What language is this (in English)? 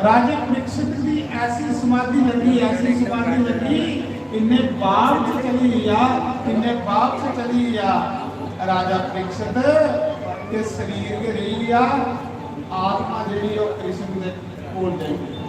Dogri